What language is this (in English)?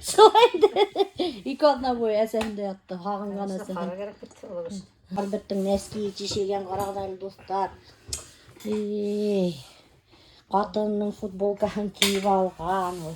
Bashkir